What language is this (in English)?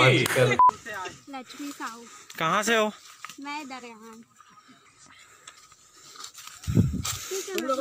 Hindi